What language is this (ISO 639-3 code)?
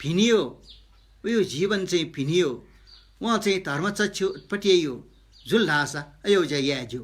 new